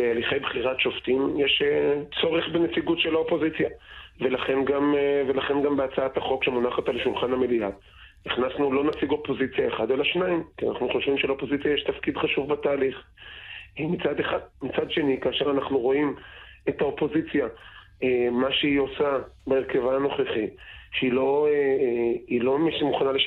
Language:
Hebrew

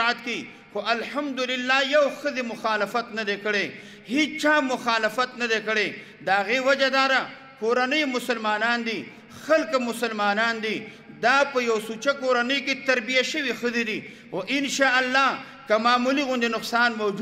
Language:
Pashto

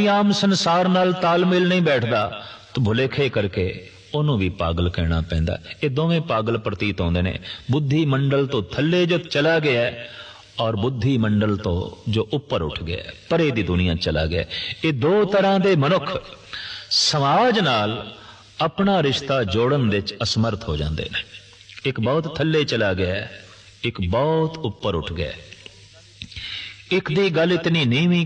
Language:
Punjabi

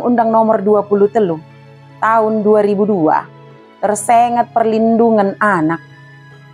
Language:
Batak Dairi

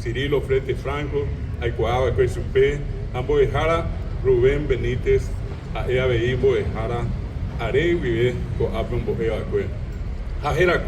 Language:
Guarani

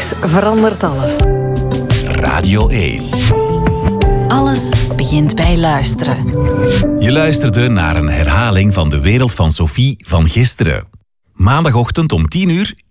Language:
Dutch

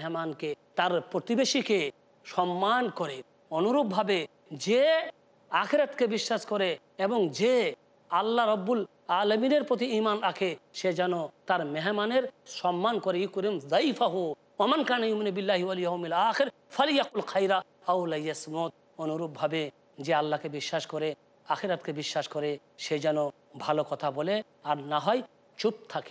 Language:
Bangla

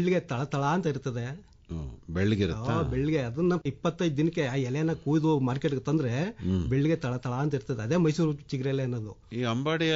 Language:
Kannada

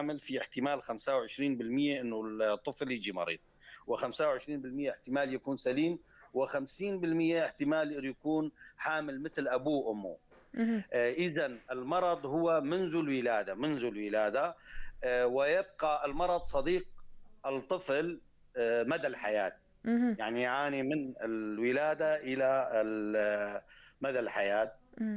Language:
North Levantine Arabic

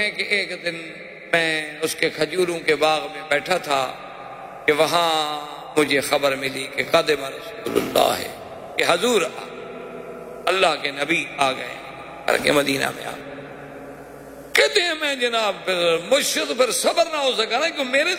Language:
Urdu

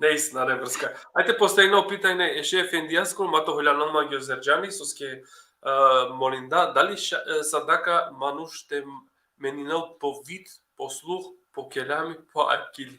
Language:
Balkan Romani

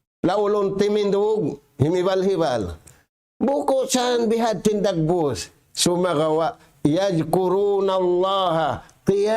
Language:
Tausug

